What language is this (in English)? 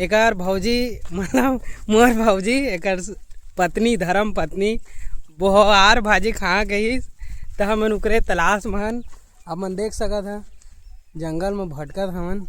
Chhattisgarhi